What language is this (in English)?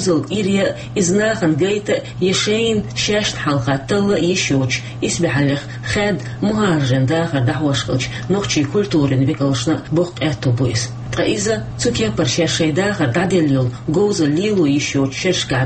Chechen